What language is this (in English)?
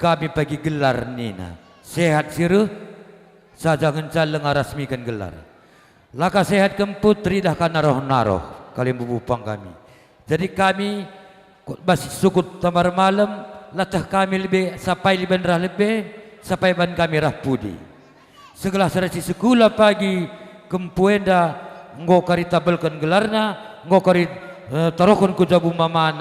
Batak Karo